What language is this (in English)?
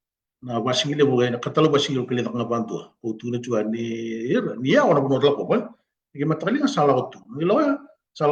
Fijian